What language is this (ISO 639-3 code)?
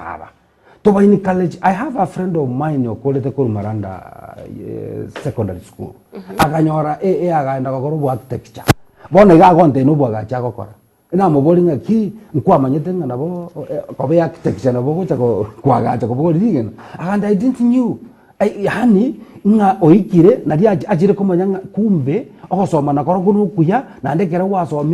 guz